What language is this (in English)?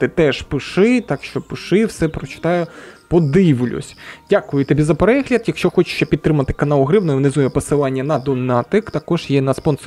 Ukrainian